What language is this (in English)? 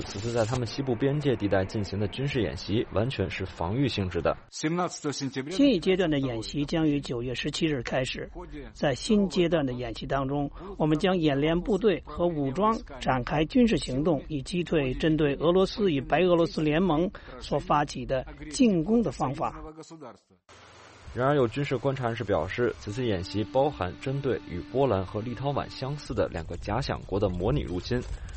Chinese